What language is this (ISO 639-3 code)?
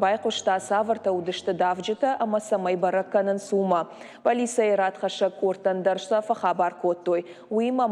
oss